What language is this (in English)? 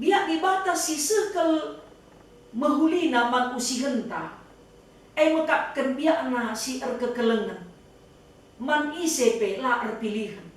Batak Karo